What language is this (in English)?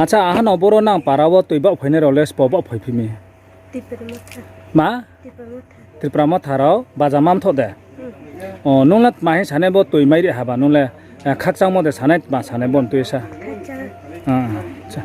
Riang (India)